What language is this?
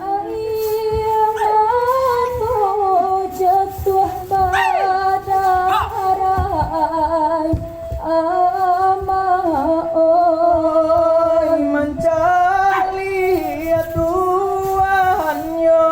Minangkabau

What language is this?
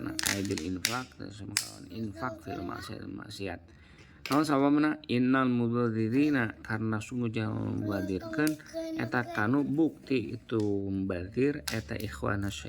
Sundanese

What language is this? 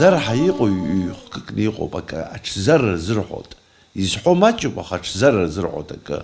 Abkhazian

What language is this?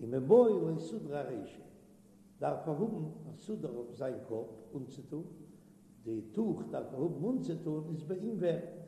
Yiddish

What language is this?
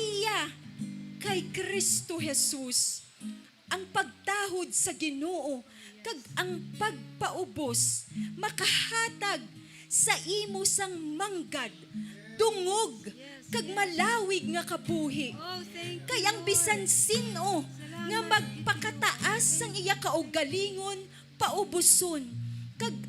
Hiligaynon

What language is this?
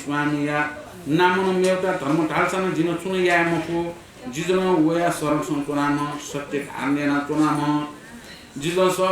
Newari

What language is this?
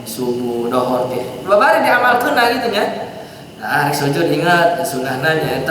Sundanese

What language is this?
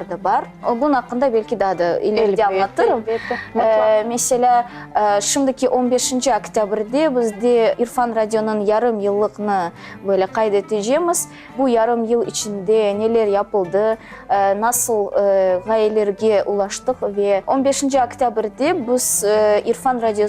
Crimean Tatar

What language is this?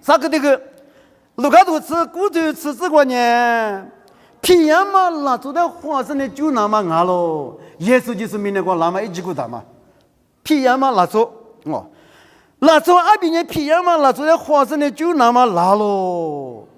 Lisu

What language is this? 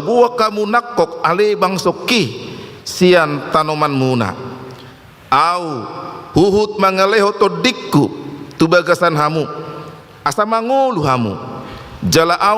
Batak Toba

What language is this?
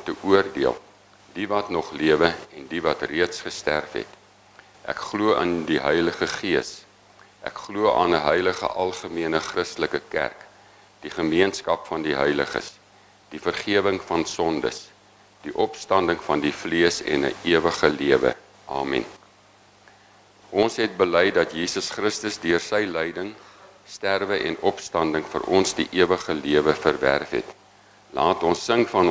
Afrikaans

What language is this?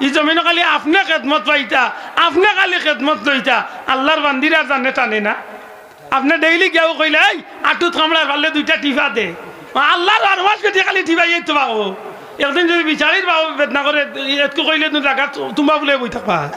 Sylheti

